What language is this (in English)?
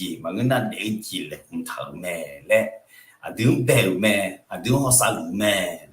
Akha